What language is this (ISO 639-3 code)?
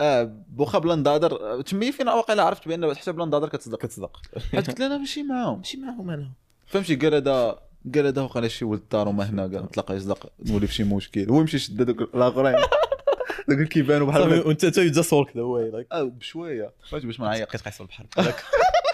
ary